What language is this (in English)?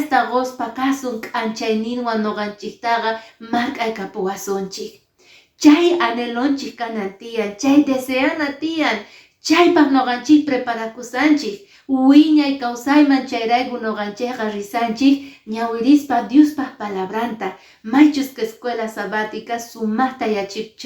Quechua